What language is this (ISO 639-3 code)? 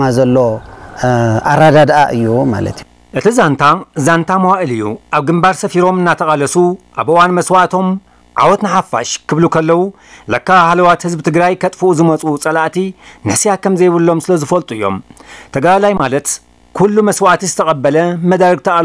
tir